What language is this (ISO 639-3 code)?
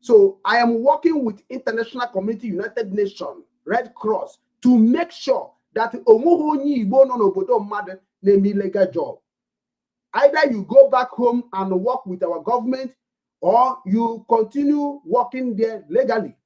ibo